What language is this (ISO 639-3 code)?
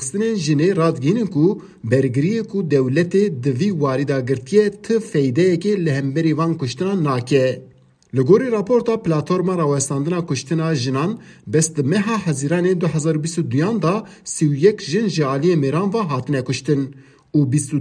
kur